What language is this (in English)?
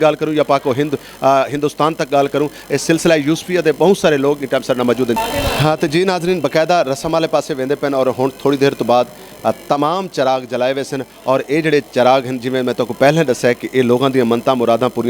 Saraiki